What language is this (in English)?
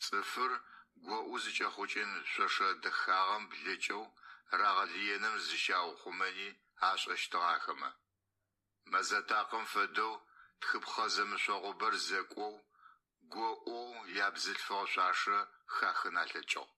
Adyghe